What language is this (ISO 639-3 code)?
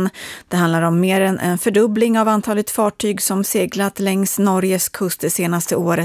swe